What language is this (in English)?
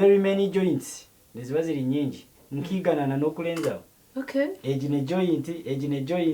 Nyankole